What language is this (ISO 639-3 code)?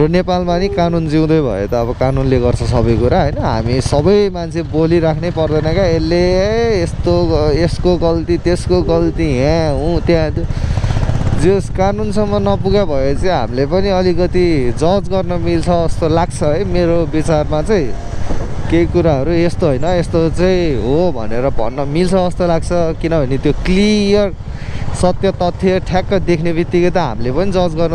nep